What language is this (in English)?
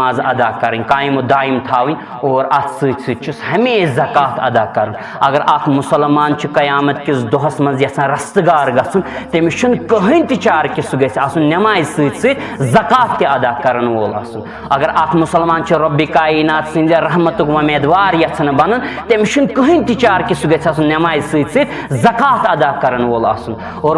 Kashmiri